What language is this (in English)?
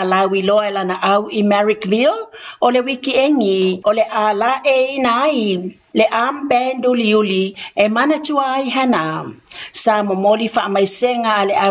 Samoan